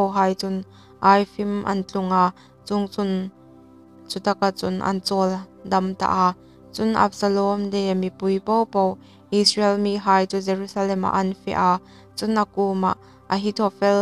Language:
Hmar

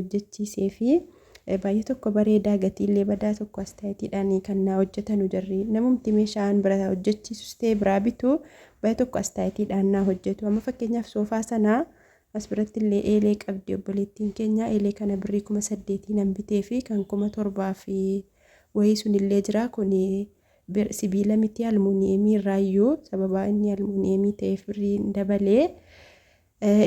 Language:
Oromo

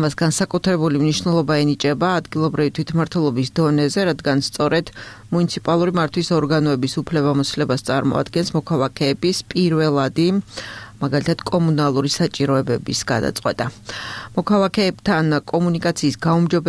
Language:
Georgian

